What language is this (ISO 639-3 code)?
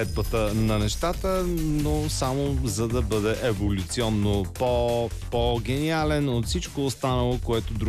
bul